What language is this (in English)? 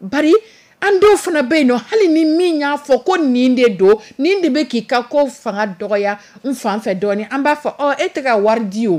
Dyula